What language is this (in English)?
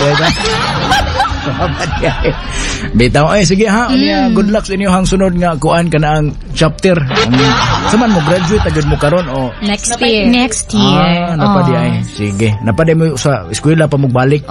Cebuano